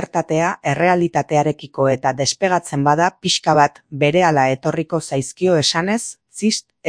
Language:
Basque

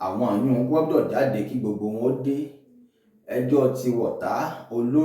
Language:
Yoruba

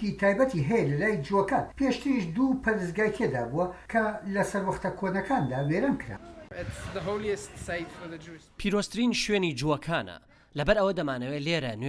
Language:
Central Kurdish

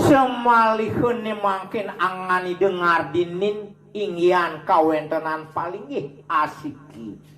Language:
Balinese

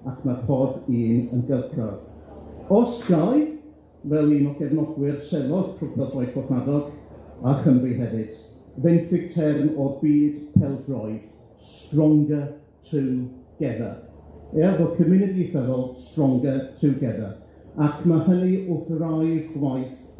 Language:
Welsh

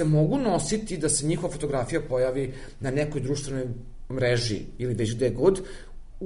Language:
Serbian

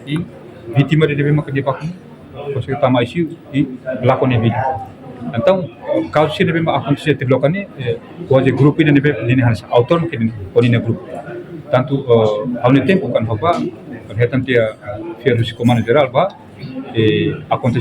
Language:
Tetum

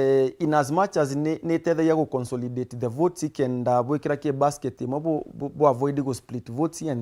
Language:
Meru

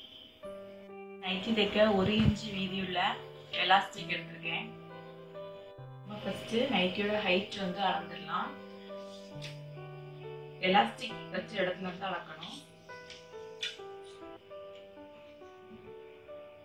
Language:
Tamil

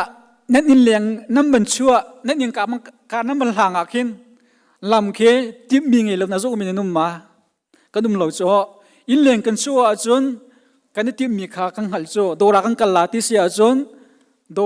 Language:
Hakha Chin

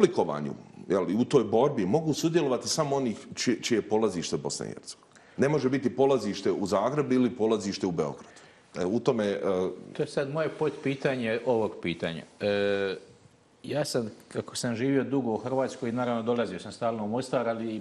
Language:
Bosnian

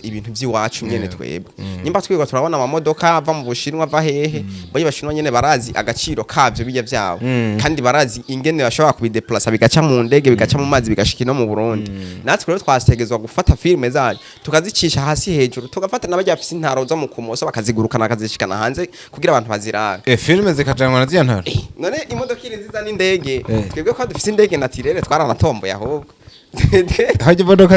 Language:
Rundi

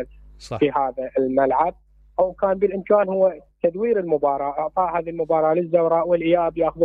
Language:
Mesopotamian Arabic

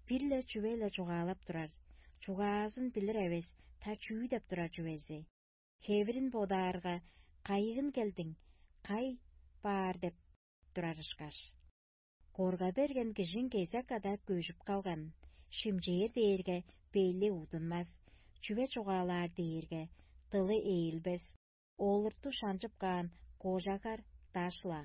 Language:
Tuvinian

